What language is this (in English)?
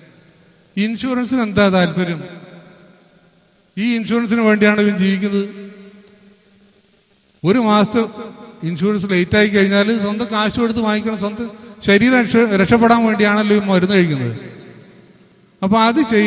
Malayalam